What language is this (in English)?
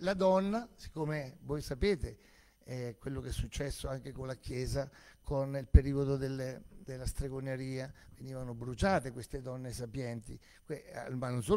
Italian